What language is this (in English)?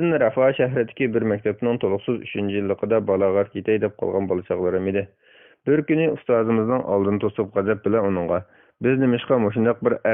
Uyghur